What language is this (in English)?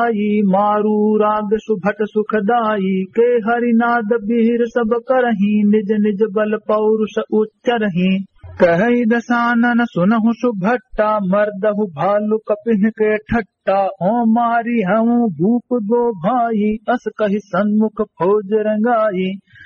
Awadhi